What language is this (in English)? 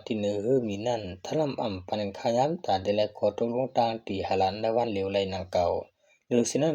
Shan